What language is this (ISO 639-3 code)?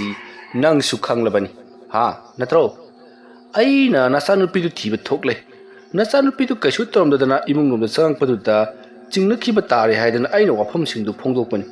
mni